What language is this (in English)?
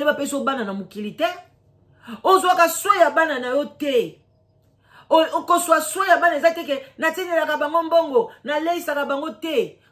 Lingala